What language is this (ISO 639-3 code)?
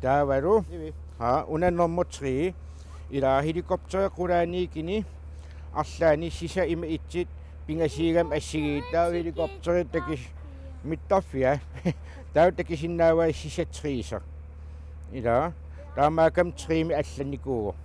kal